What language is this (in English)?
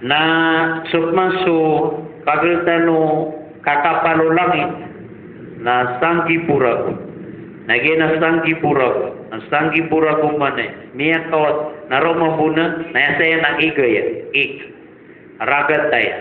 Maranao